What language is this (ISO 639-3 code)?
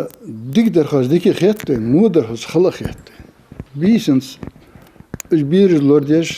inh